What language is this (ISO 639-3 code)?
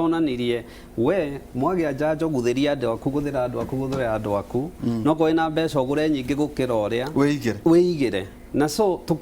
kik